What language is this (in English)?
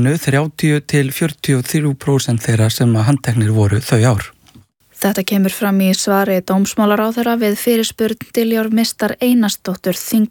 Icelandic